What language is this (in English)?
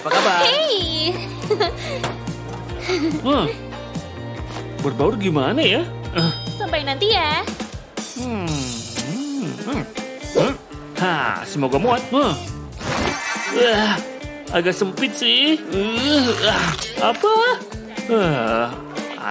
Indonesian